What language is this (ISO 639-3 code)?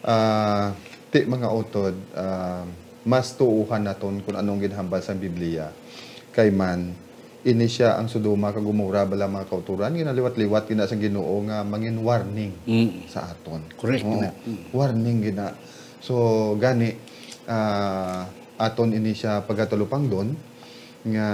hil